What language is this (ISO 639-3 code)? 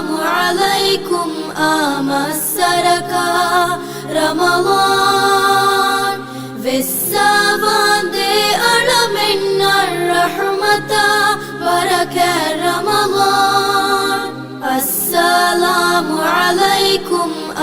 div